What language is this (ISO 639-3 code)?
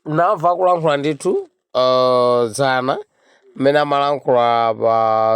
nya